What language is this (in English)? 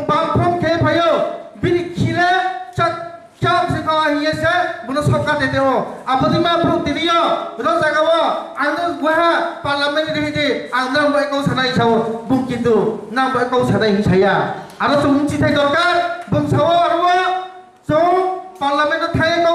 Kok Borok